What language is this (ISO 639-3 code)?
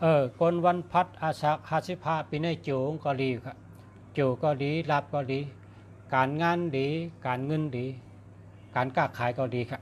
shn